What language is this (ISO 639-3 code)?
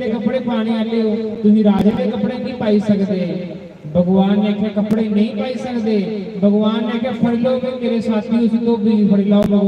doi